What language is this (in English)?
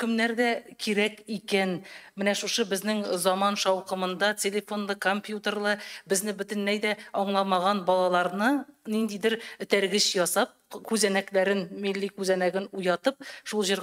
Tatar